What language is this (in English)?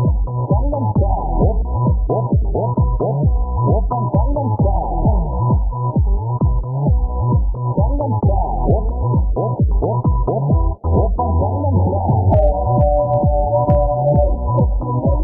Korean